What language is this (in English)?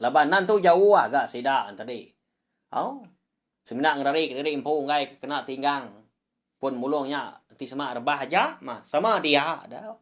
Iban